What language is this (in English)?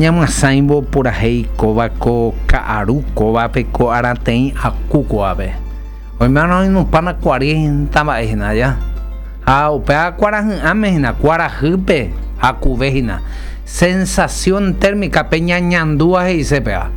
Guarani